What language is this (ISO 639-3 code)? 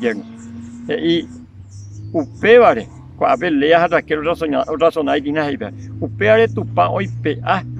grn